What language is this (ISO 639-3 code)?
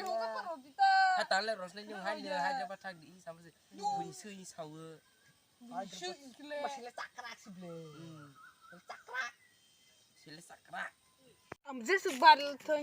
trp